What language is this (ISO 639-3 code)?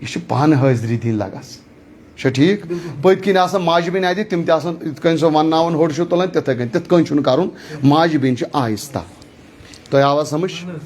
kas